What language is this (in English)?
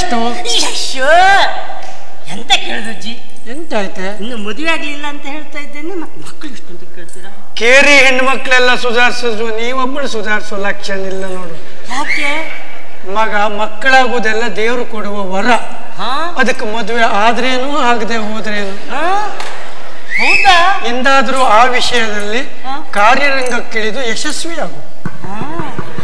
Kannada